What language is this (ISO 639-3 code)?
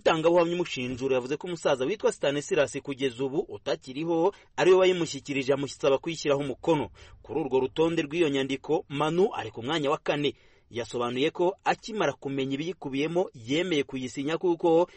kin